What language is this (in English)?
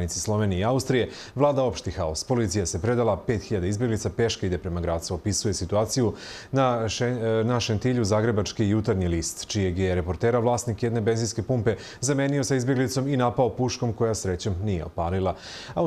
Serbian